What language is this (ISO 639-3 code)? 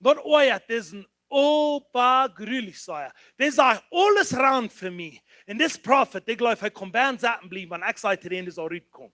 pdt